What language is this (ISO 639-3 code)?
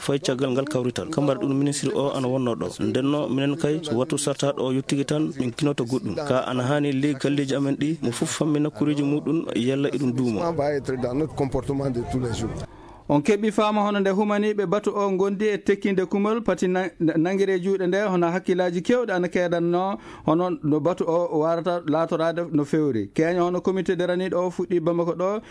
ffm